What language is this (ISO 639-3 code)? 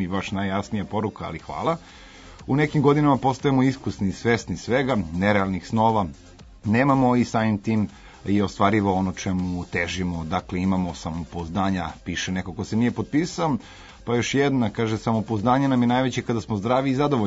srp